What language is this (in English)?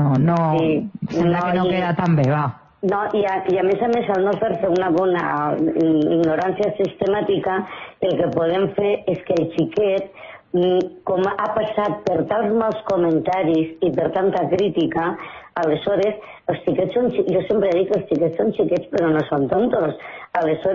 Catalan